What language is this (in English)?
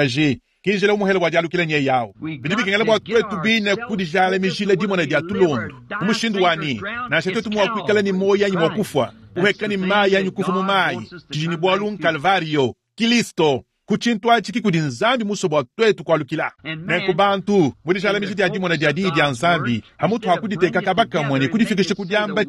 Luba-Lulua